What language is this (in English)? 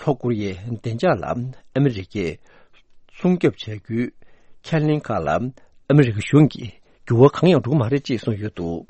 Tibetan